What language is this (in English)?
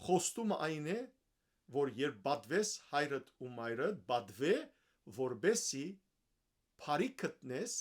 Western Armenian